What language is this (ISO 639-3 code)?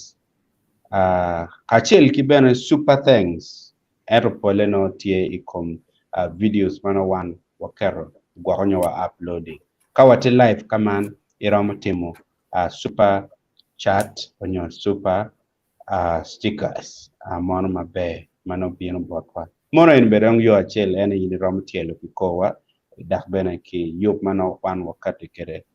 ach